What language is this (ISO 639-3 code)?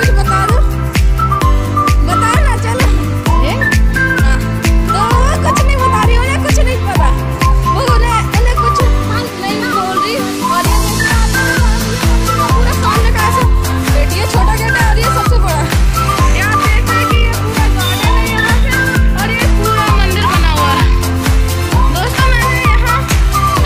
hin